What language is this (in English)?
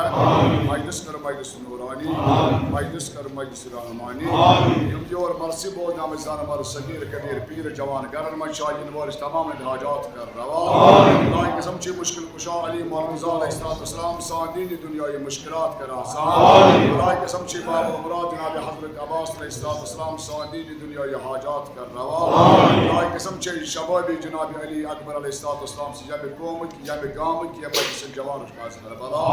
Kashmiri